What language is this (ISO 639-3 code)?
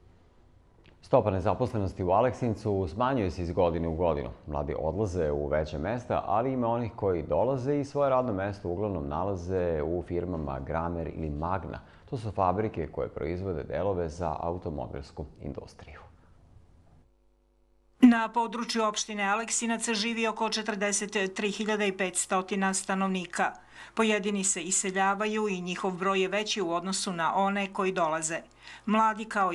srp